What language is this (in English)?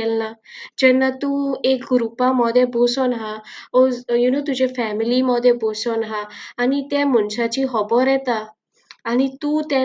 Konkani